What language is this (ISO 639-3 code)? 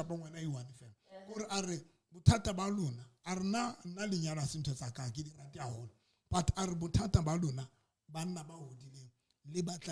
sot